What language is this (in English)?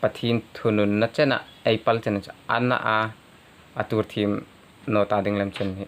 Hmar